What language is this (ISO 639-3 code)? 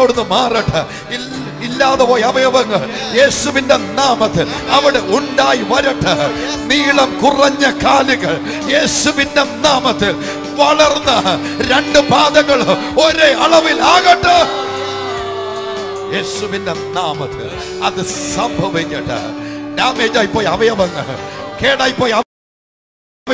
mal